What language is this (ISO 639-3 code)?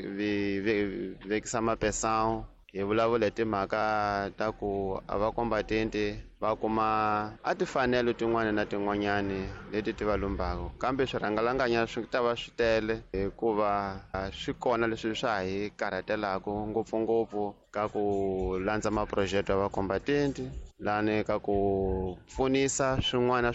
tso